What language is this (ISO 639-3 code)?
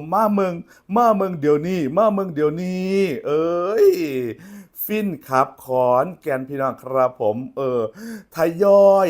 tts